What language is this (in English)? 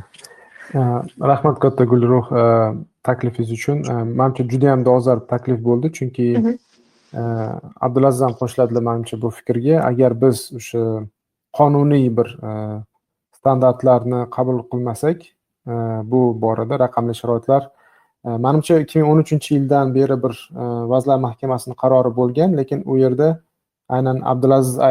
Uzbek